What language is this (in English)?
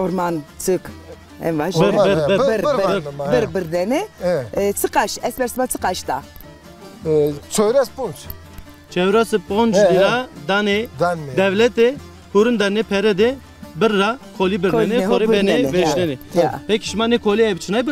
Zaza